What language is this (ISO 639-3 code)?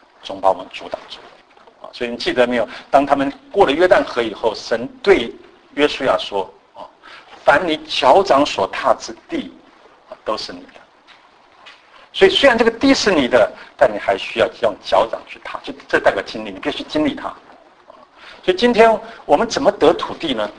zho